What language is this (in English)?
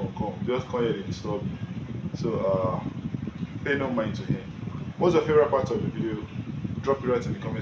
Nigerian Pidgin